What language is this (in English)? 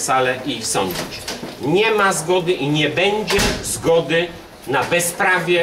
Polish